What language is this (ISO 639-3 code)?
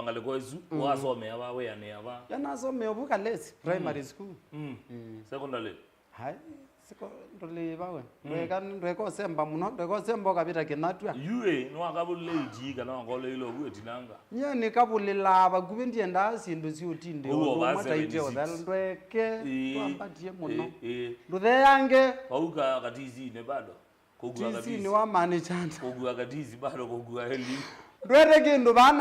kam